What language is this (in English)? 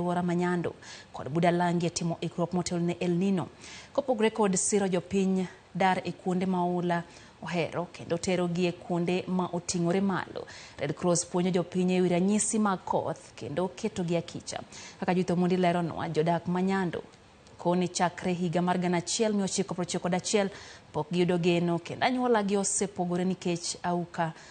Luo (Kenya and Tanzania)